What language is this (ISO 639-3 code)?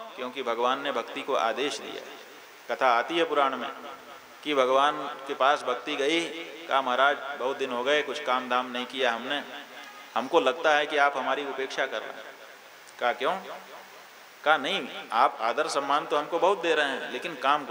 hin